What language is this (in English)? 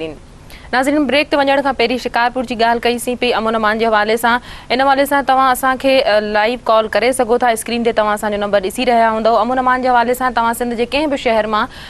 Sindhi